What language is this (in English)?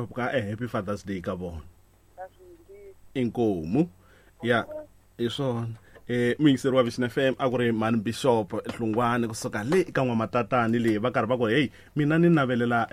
Tsonga